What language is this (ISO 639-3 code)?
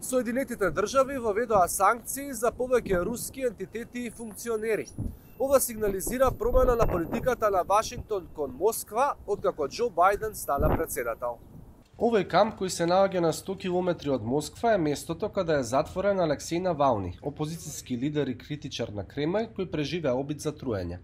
mkd